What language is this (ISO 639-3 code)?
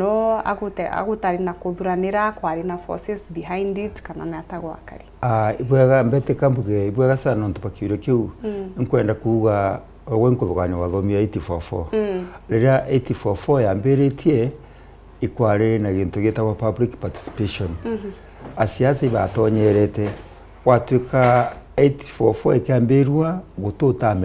mer